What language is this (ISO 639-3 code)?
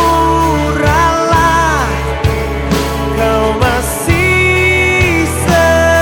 ind